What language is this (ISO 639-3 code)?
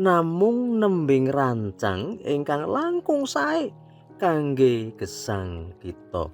jav